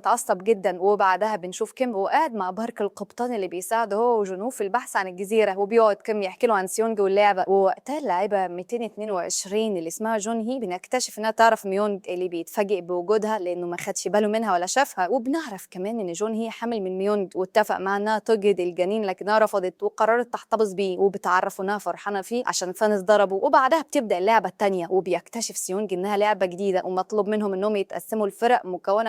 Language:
Egyptian Arabic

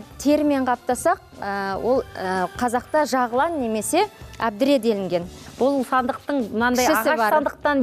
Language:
Kazakh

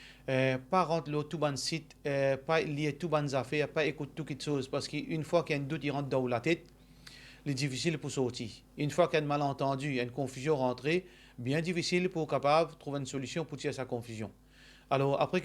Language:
Morisyen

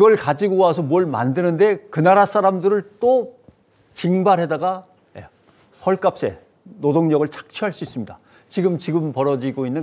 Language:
Korean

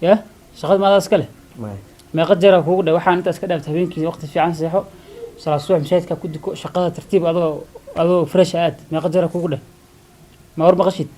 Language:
Somali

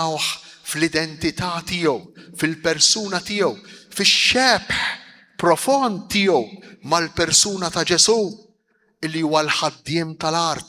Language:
Maltese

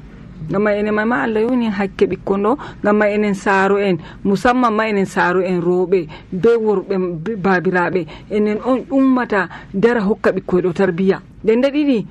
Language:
Nigerian Fulfulde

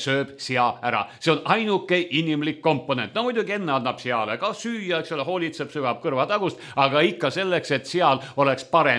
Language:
Estonian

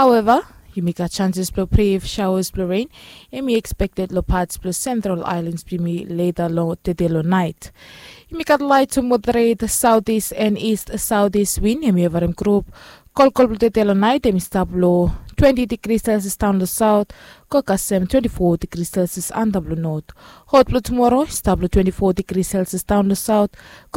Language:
Bislama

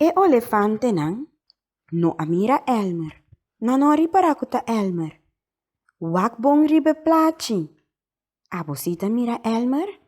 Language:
Papiamento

